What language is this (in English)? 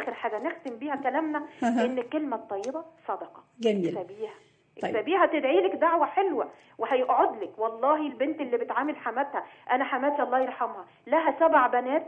Egyptian Arabic